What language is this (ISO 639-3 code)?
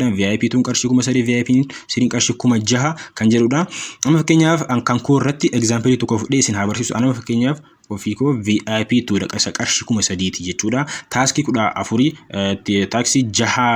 orm